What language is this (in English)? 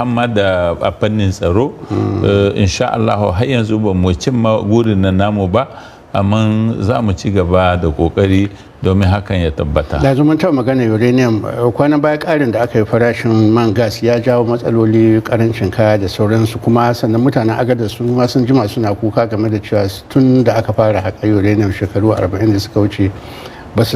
Hausa